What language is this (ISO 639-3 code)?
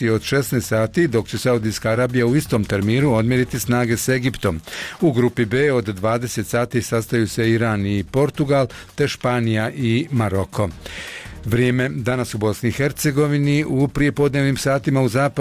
bos